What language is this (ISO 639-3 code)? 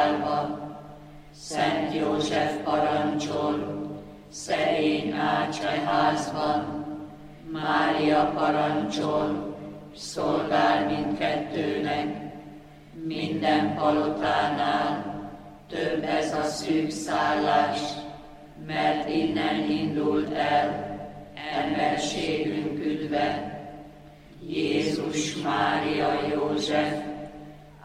hun